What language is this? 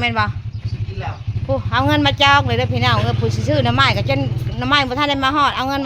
Northeastern Thai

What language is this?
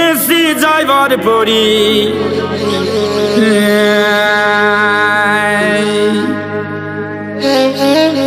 Persian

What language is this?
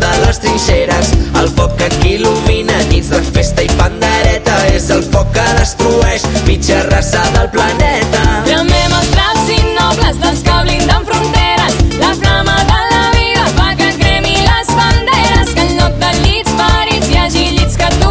Catalan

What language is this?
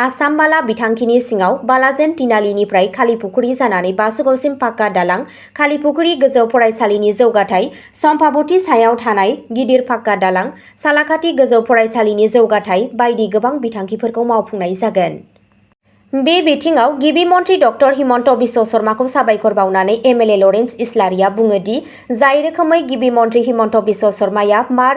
Bodo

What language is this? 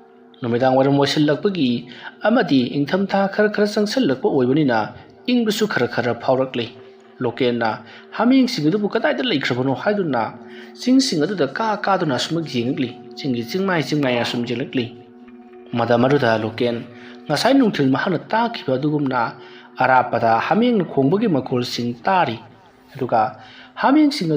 Manipuri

